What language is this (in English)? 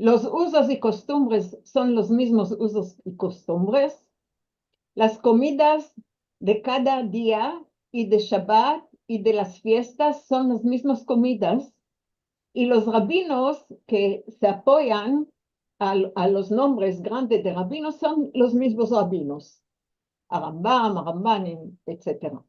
Ladino